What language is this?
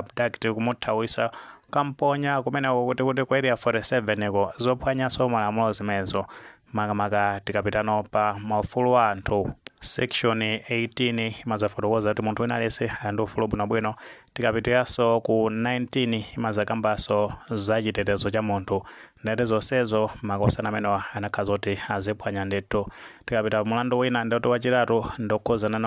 Nyanja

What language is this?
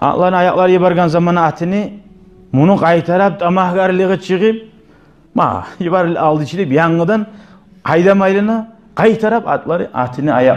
Kumyk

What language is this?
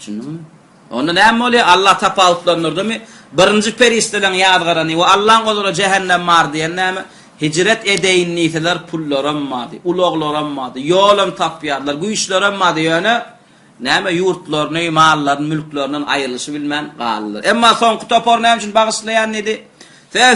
Turkmen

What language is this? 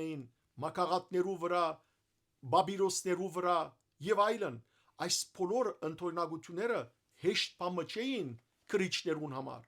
Western Armenian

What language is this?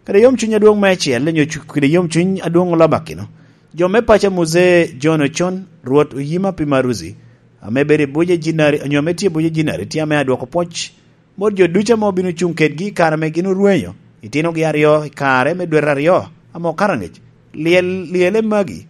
Lango (Uganda)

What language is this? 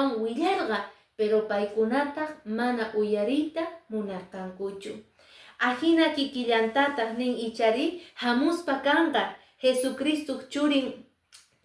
Quechua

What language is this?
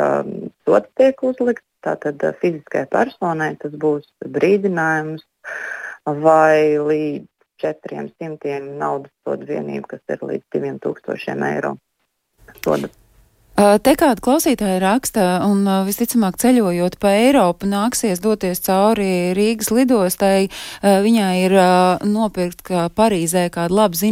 Latvian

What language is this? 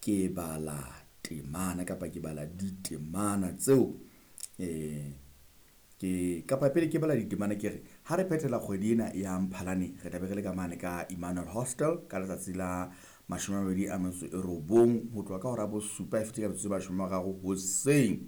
Southern Sotho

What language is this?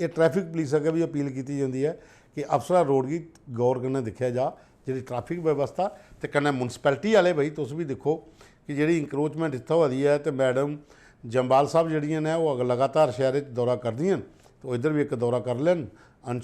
Dogri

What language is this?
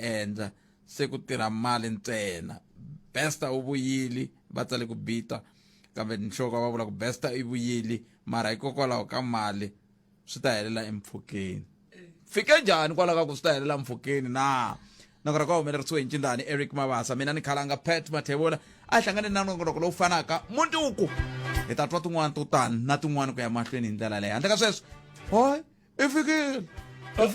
Tsonga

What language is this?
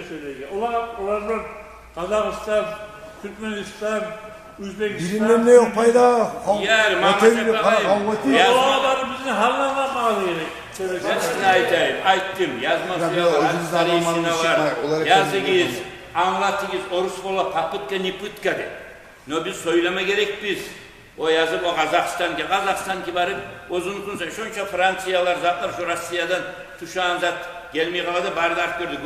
Kumyk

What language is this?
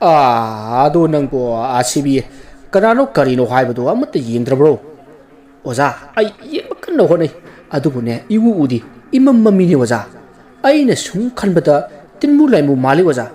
Manipuri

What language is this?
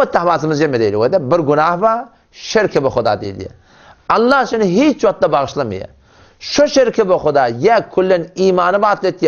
Turkmen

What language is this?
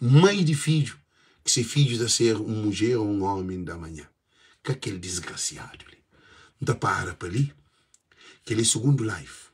Kabuverdianu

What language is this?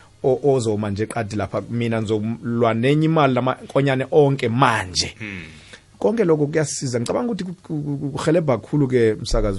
South Ndebele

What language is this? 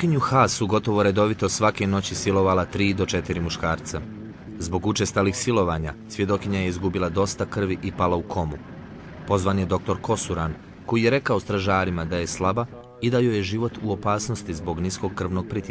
Bosnian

